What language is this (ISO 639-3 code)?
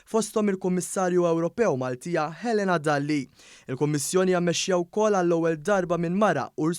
mlt